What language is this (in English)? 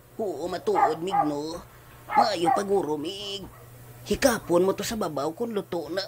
Hiligaynon